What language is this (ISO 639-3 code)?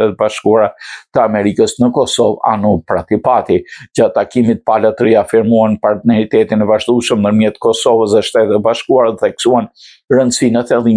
sqi